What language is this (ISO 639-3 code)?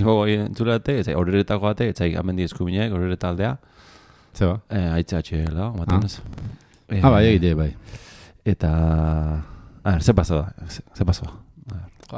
eus